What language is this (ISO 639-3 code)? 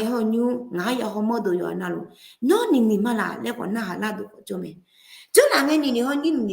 ahk